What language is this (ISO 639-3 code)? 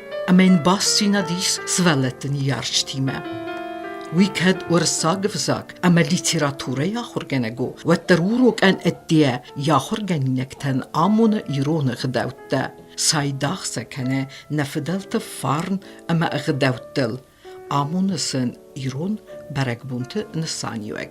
oss